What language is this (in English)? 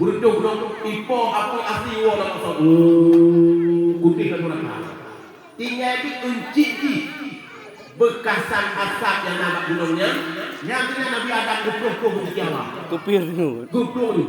Achinese